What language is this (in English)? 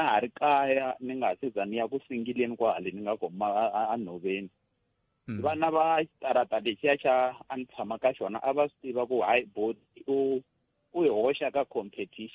Tsonga